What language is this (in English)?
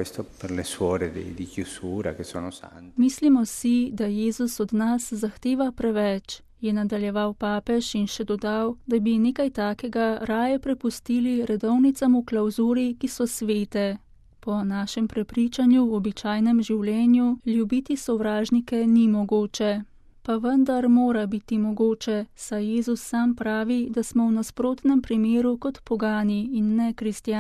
Slovenian